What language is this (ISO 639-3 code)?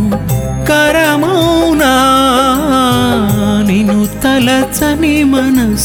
tel